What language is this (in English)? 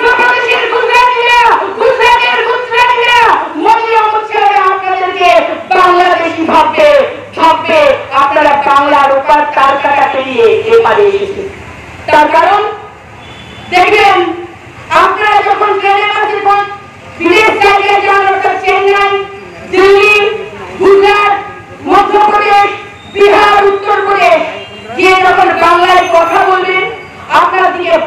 Bangla